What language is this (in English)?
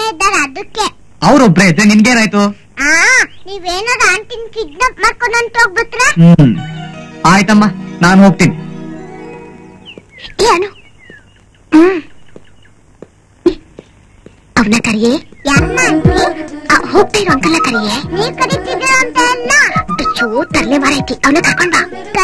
Kannada